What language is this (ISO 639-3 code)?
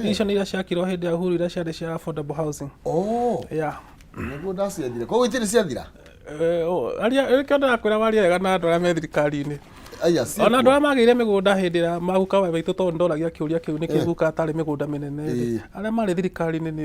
kik